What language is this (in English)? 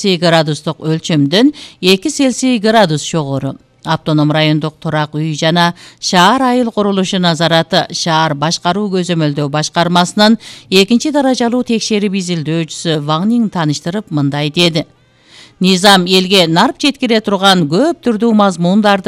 Kyrgyz